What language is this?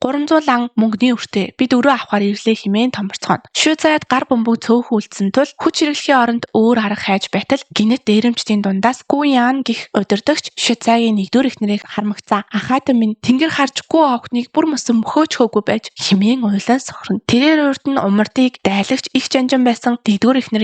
Mongolian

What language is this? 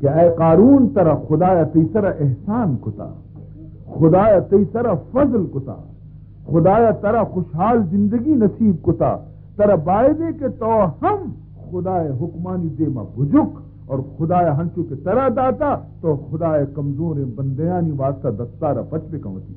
Baluchi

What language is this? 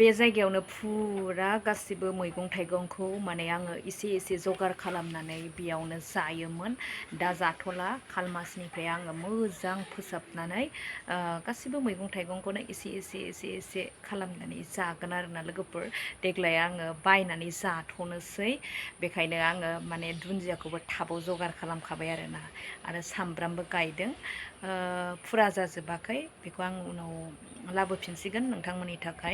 Bodo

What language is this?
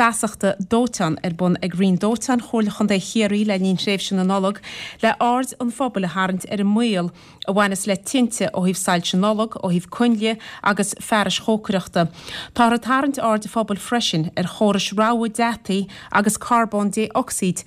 Irish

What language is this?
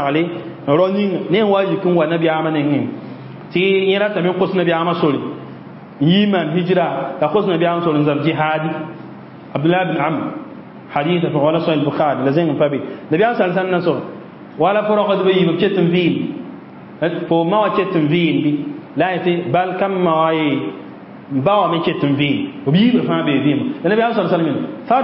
Mossi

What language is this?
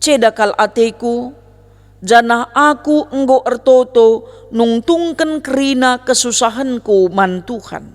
Batak Karo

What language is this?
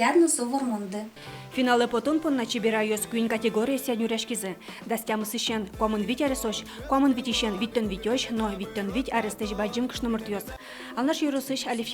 Udmurt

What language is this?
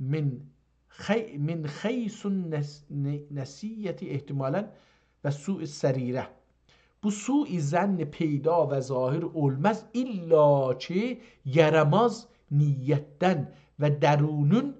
South Azerbaijani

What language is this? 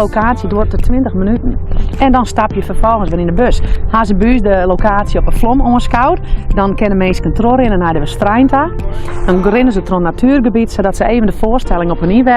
Western Frisian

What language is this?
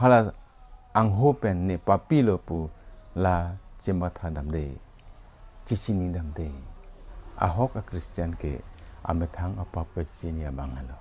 Karbi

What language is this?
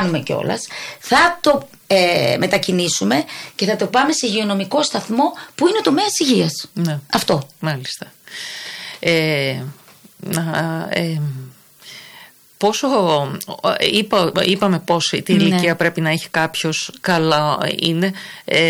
Greek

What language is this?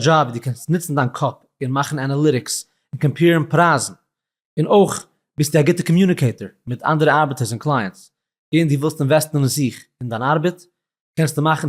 Yiddish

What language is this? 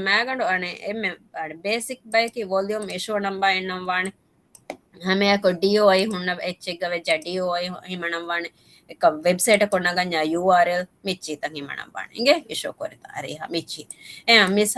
Divehi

